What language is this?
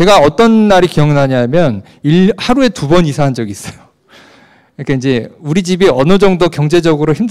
Korean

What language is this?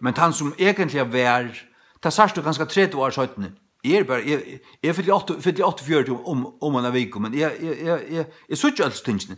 Faroese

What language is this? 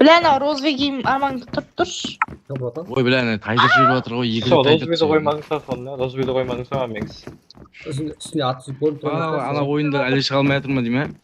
Kara-Kalpak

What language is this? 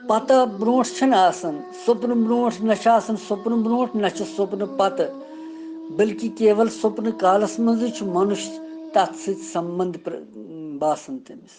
Kashmiri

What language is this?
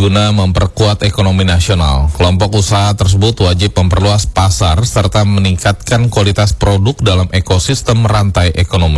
Indonesian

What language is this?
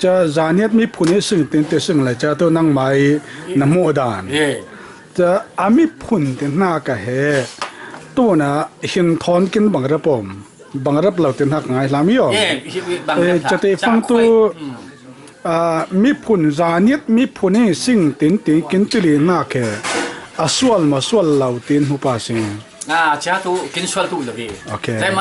Falam Chin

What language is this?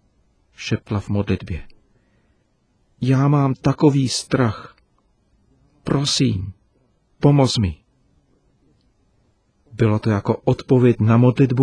Czech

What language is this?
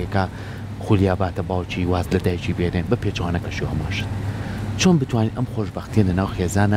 Central Kurdish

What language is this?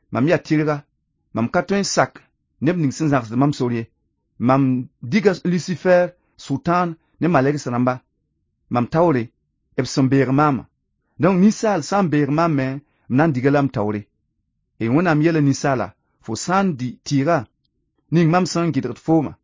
Mossi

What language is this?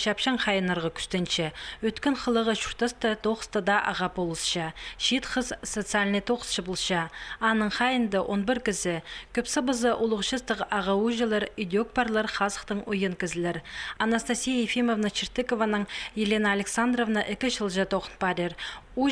Khakas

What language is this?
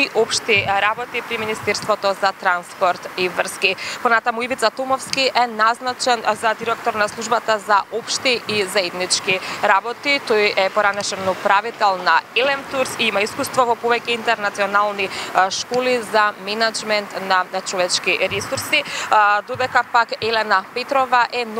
Macedonian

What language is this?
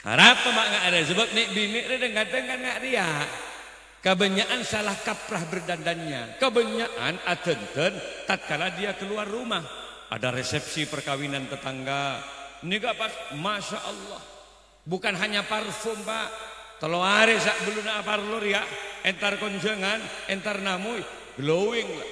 Madurese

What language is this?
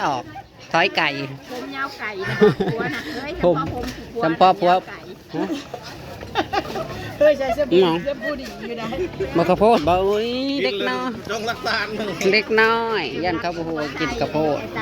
Northeastern Thai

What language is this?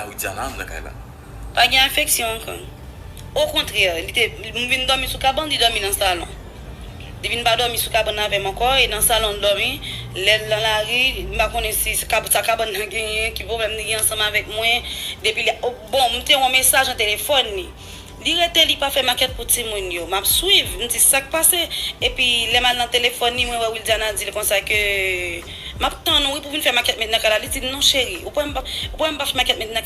Haitian Creole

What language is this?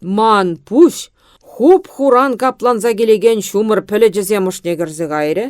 Chuvash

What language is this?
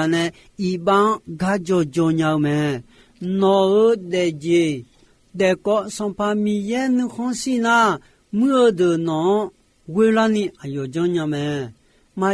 Akha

